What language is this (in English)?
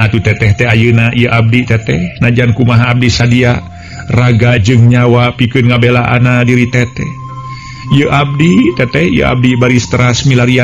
Sundanese